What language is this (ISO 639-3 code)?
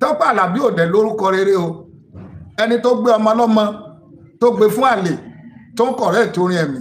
yor